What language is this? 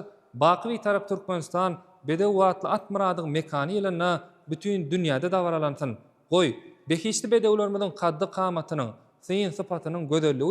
Turkmen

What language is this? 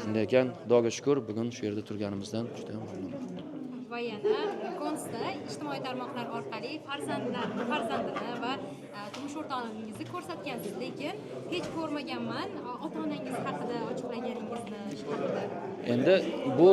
Uzbek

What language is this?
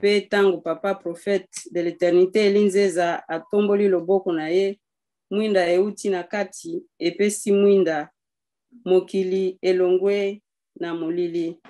Lingala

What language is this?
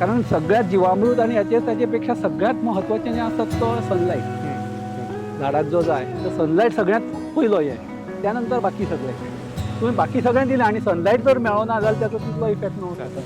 Konkani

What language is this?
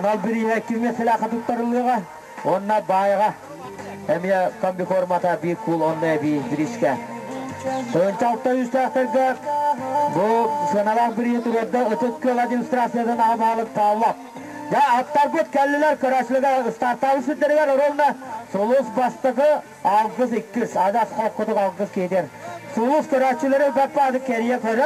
Yakut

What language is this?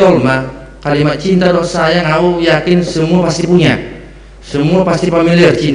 Batak Simalungun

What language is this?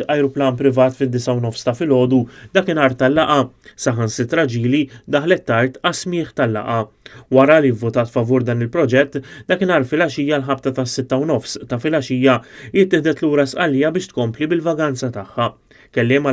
Maltese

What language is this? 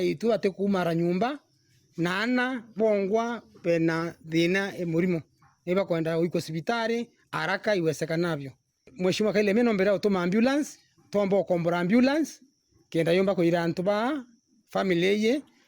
Meru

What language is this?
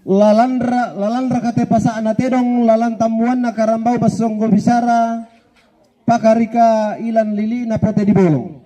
Toraja-Sa'dan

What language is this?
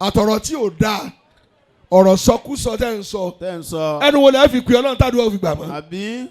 Yoruba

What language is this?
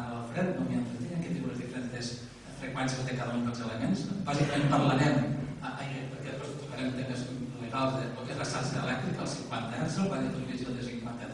Catalan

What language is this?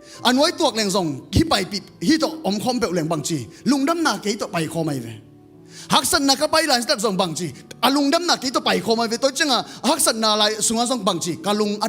Tedim Chin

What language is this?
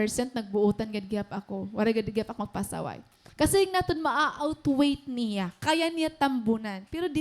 Waray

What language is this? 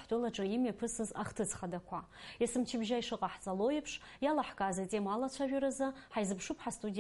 Abkhazian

